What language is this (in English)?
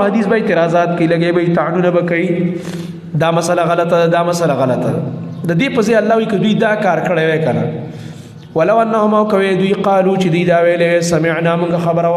Pashto